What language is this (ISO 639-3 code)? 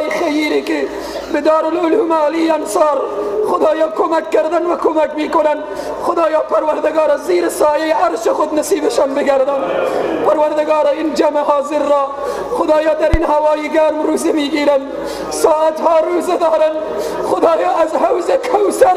fas